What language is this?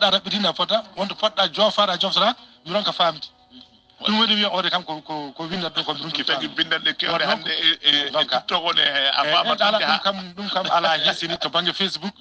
Fula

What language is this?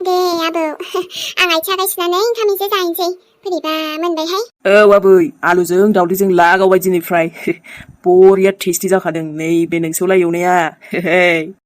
Bodo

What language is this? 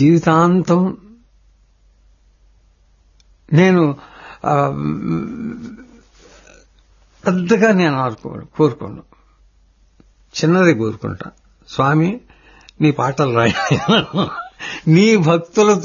Telugu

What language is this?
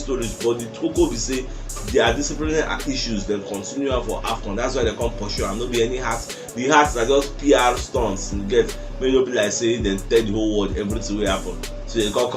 Nigerian Pidgin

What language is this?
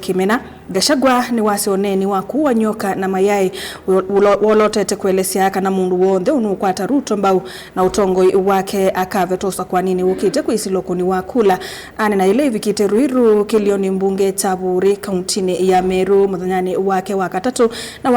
Kamba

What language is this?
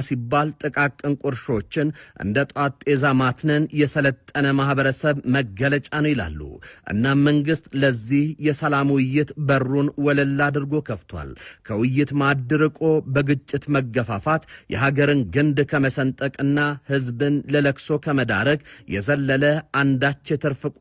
Amharic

